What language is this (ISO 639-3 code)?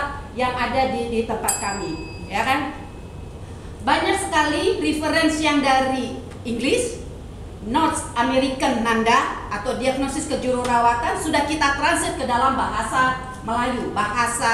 msa